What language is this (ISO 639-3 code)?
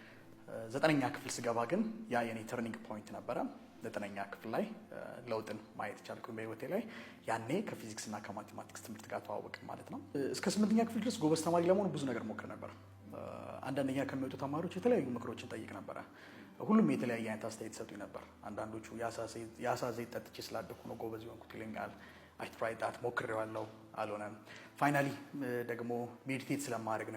amh